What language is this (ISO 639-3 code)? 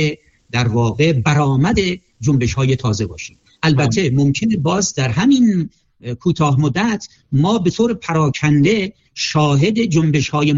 fas